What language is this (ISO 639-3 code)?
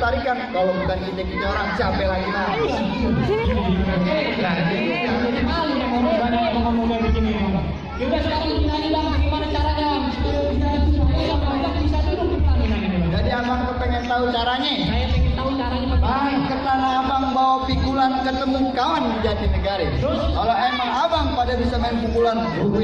bew